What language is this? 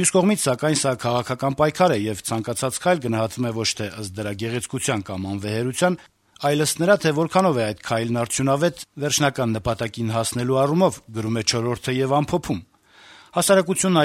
Armenian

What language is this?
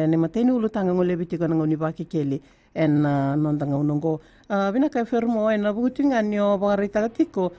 Fijian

